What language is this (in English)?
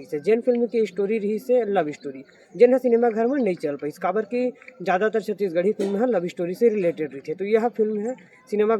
Chhattisgarhi